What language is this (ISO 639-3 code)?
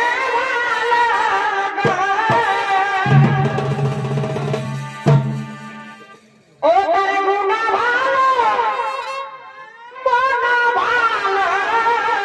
ben